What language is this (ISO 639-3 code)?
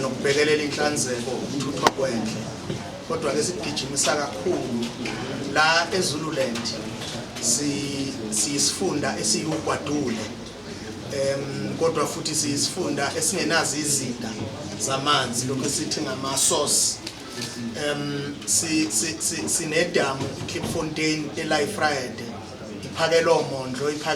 zul